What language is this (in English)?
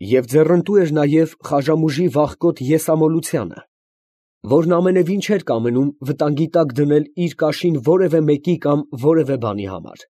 Armenian